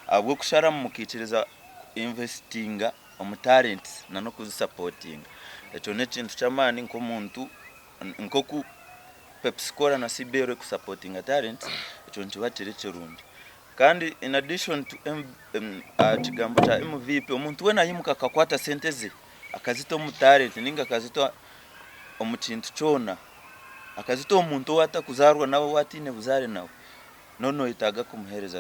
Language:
Nyankole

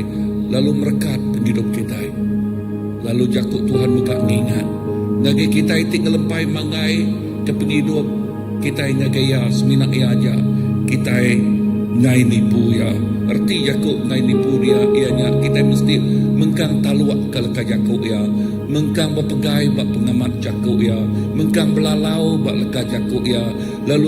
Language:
Iban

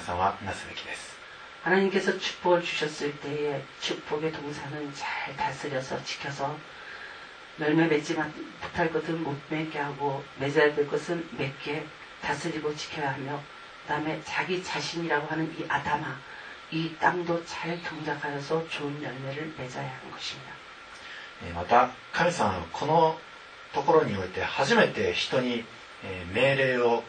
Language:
Korean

